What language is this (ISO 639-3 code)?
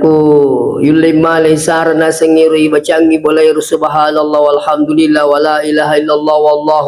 bug